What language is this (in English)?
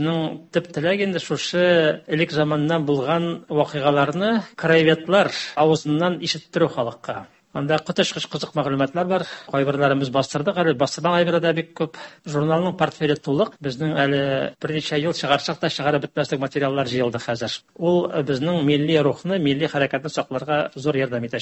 Tatar